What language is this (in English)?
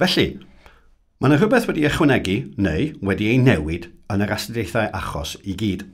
Welsh